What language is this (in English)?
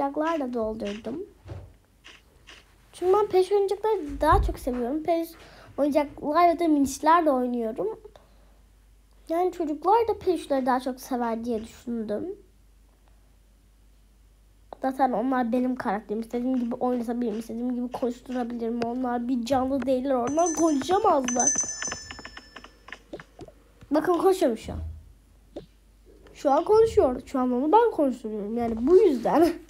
Turkish